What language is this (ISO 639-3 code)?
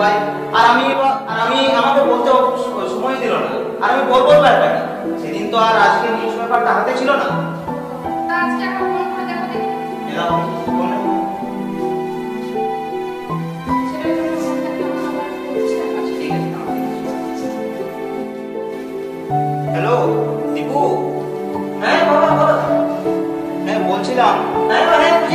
ben